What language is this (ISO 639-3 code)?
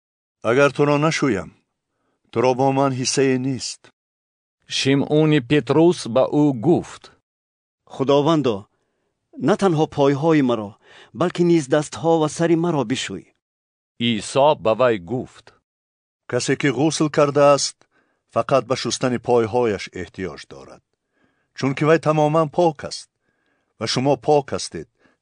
tgk